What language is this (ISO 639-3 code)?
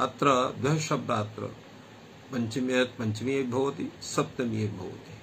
san